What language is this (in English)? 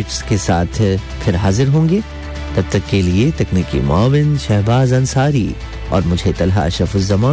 Urdu